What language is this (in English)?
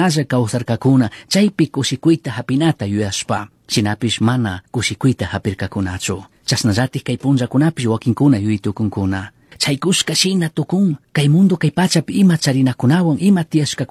Chimborazo Highland Quichua